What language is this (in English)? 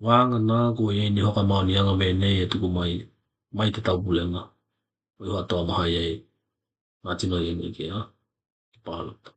Tokelau